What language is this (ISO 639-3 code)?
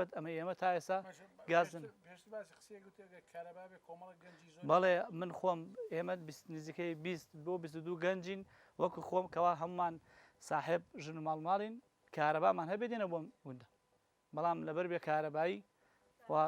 ckb